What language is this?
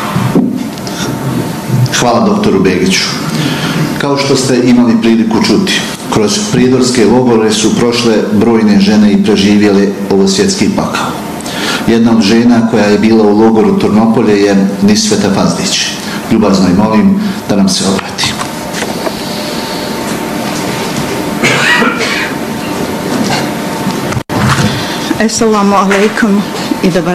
Bosnian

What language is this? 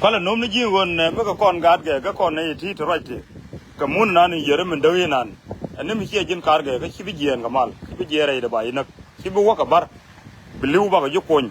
Nuer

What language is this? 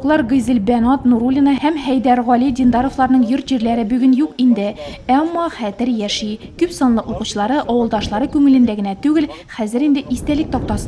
Tatar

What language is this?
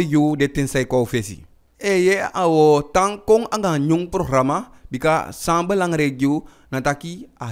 Eastern Maroon Creole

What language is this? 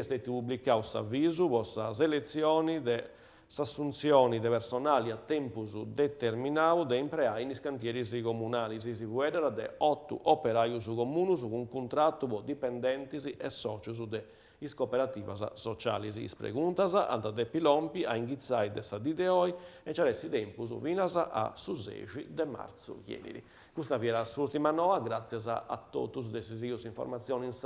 Sardinian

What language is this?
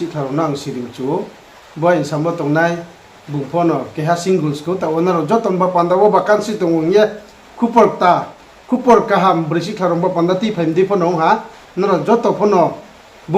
Riang (India)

